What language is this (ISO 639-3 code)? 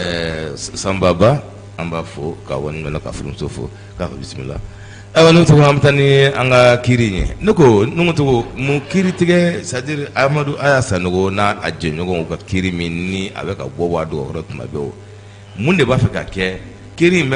bam